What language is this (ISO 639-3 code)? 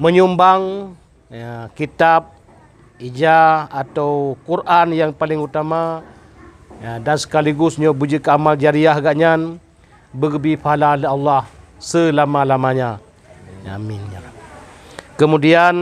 ace